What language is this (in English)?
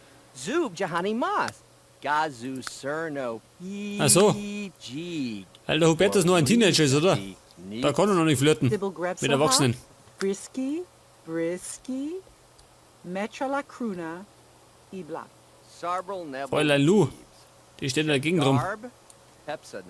Bavarian